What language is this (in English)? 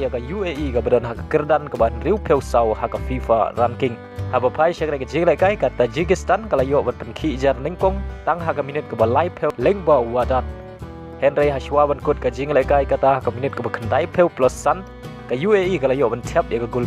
Khasi